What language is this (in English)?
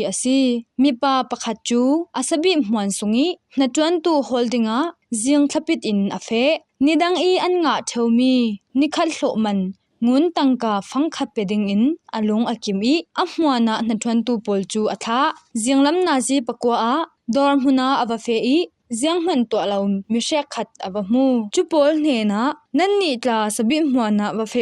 Falam Chin